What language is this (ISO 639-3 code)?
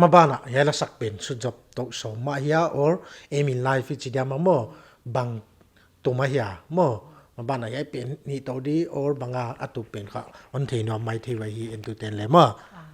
pck